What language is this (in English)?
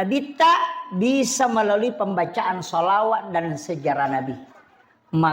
Buginese